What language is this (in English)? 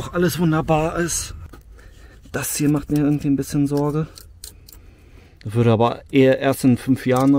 German